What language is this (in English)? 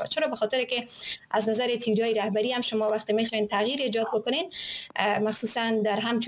Persian